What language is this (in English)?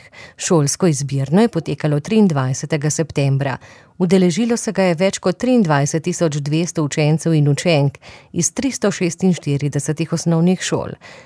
Slovenian